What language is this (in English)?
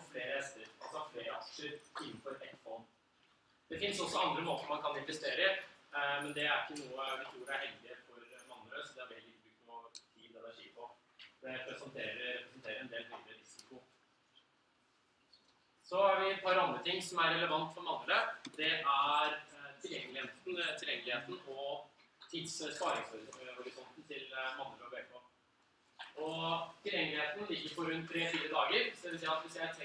Norwegian